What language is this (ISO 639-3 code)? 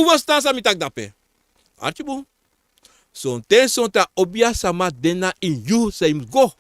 srn